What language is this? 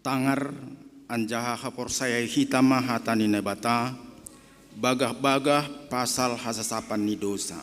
Batak Simalungun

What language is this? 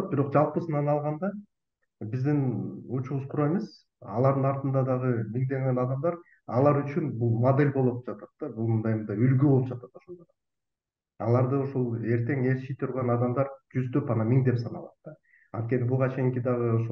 Kyrgyz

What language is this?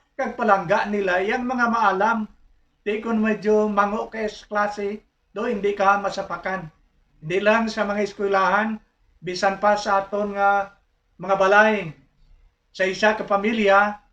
Hiligaynon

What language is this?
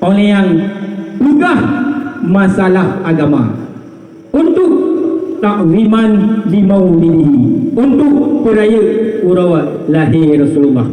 Achinese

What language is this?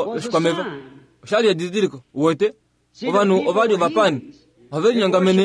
Kuanyama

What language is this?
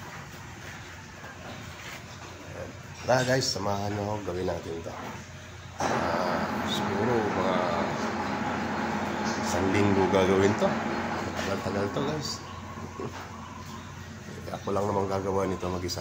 Filipino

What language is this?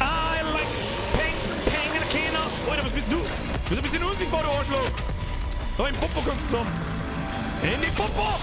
Bavarian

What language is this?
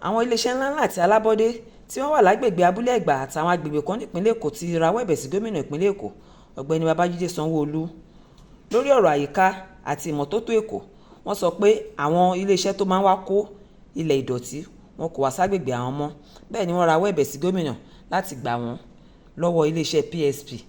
Yoruba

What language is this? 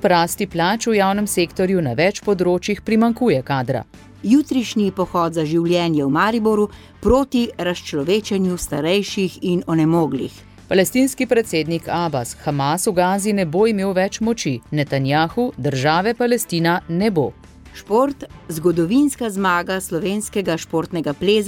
Slovenian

